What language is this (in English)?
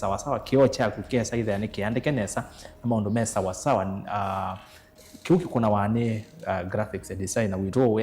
Kamba